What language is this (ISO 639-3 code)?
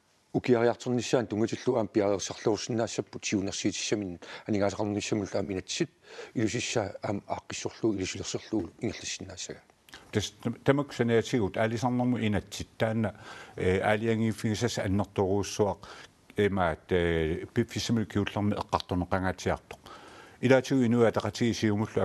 kal